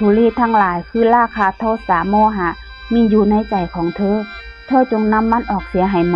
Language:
Northeastern Thai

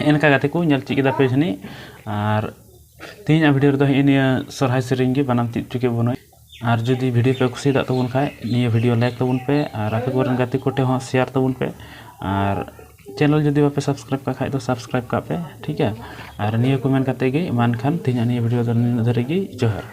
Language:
Santali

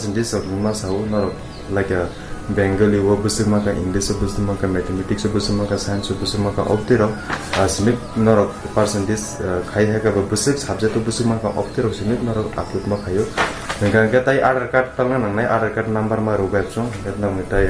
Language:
Kok Borok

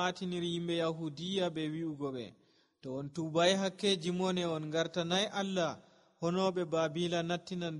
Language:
Nigerian Fulfulde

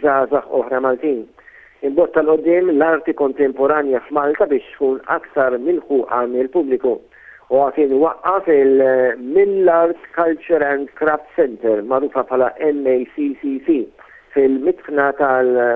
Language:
Maltese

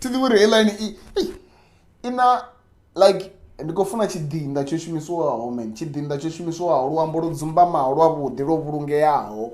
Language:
Venda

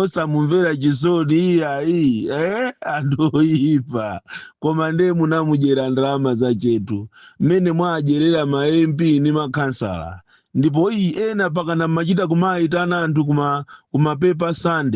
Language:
Nyanja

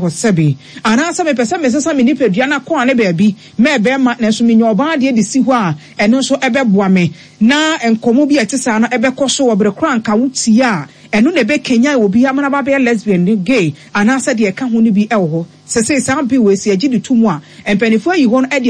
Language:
Akan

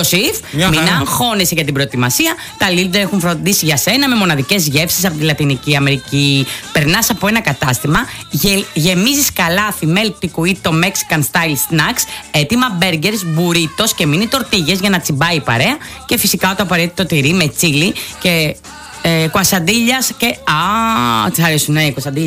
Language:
Greek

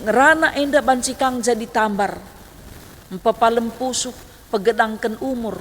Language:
Batak Karo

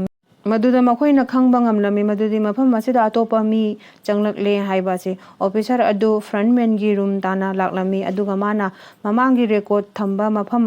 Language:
Manipuri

